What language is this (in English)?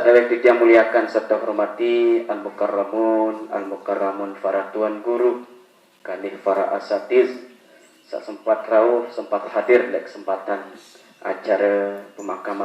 Sasak